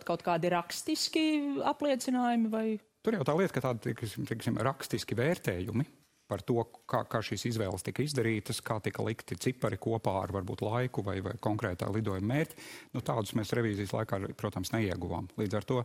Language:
Latvian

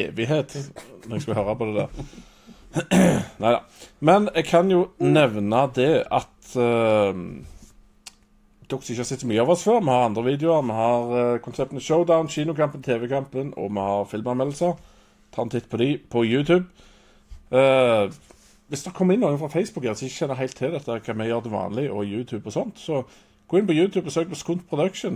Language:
Norwegian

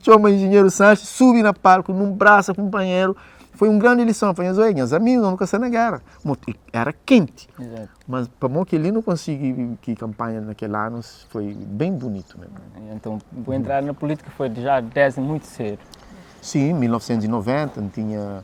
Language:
Kabuverdianu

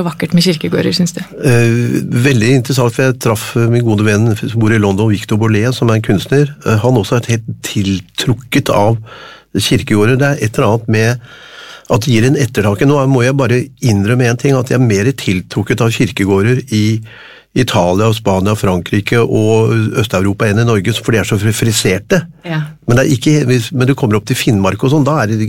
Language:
Norwegian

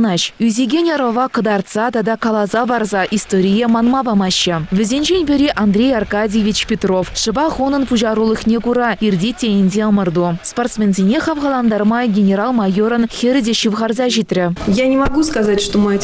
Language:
Chuvash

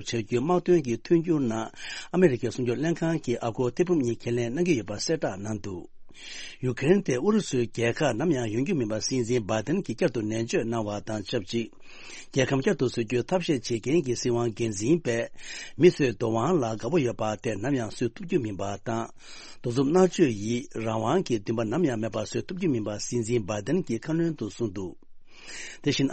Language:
Tibetan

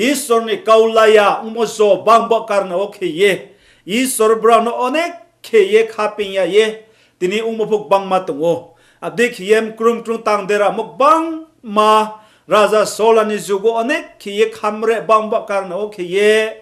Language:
Riang (India)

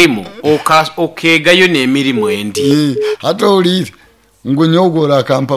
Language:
Nyoro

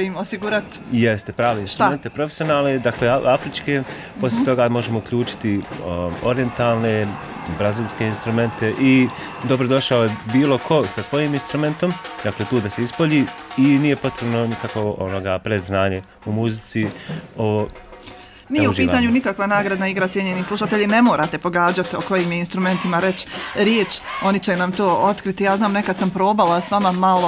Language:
Bosnian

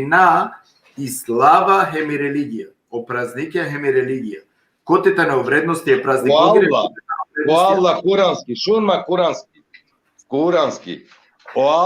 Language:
Balkan Romani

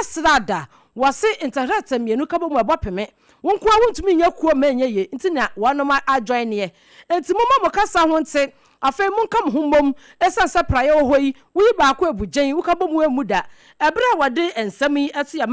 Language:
Akan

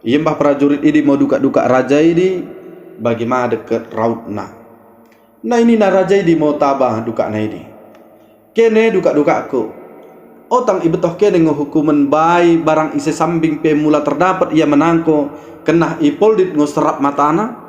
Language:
Batak Dairi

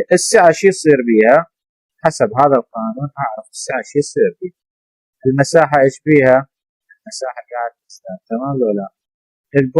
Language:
Mesopotamian Arabic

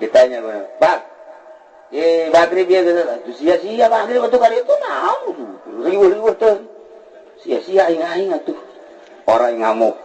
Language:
Sundanese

